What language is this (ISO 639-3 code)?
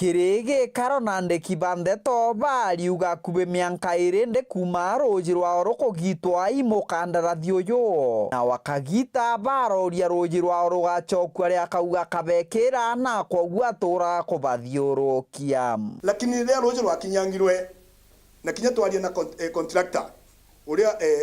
mer